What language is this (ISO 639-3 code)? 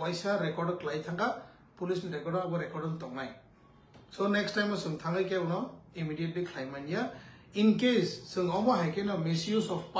trp